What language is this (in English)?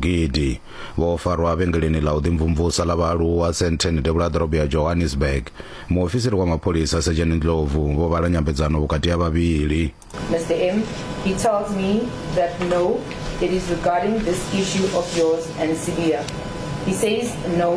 Venda